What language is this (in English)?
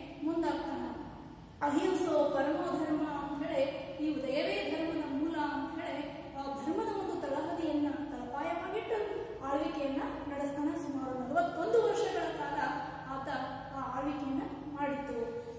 Kannada